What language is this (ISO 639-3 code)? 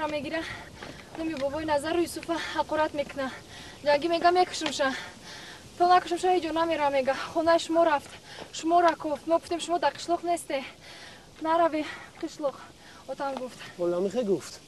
tgk